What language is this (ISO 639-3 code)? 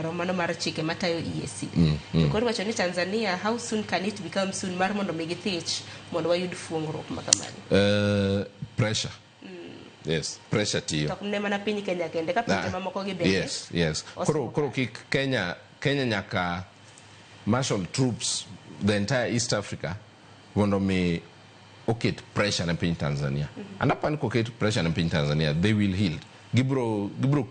luo